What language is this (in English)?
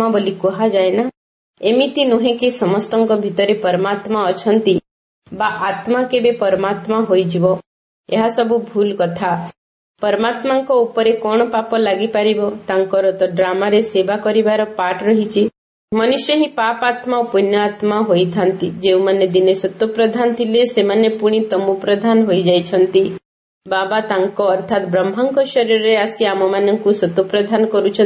Odia